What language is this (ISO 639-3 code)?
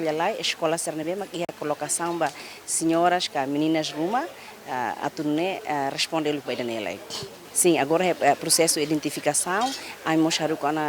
tet